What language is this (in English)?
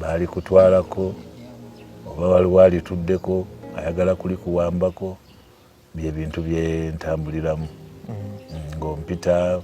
Ganda